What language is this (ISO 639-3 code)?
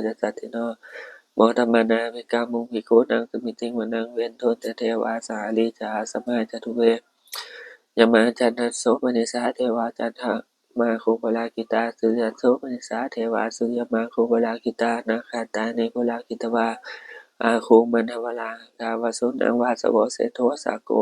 pli